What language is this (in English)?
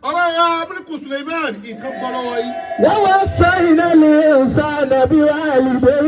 Yoruba